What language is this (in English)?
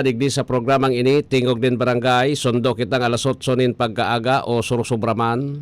Bikol